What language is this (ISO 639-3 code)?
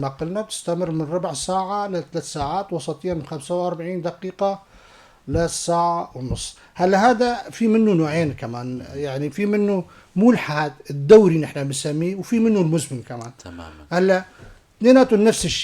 apc